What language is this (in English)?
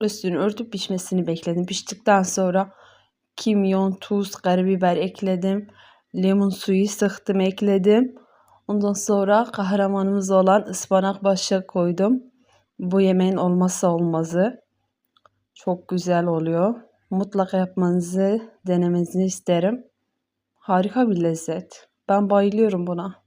Turkish